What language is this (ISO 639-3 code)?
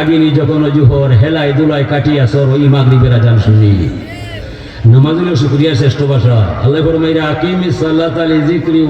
syl